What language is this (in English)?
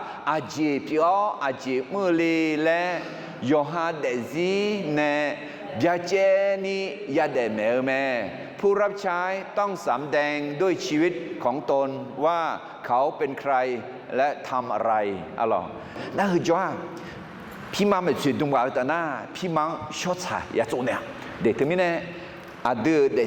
Akha